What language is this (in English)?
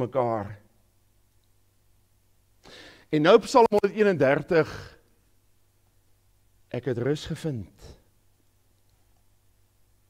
Afrikaans